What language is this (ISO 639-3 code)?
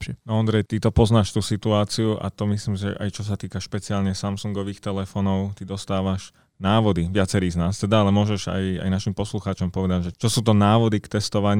slk